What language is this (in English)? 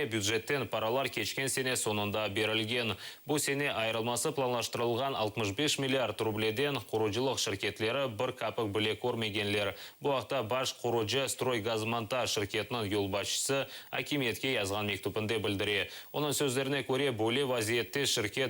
Crimean Tatar